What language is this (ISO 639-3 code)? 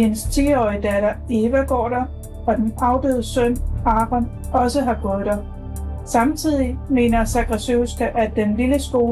dan